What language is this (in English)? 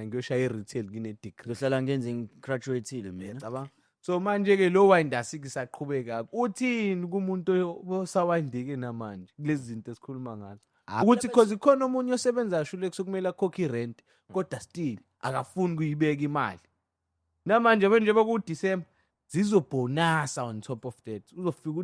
Zulu